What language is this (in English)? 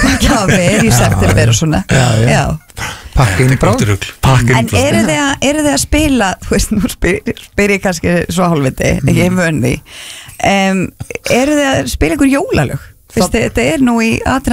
Icelandic